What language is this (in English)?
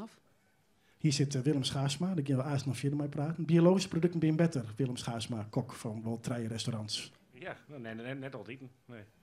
Western Frisian